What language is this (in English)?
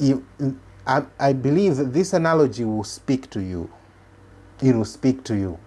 English